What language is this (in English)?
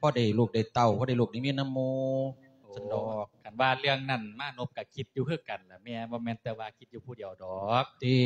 Lao